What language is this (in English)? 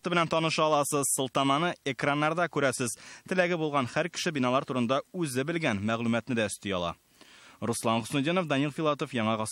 Tatar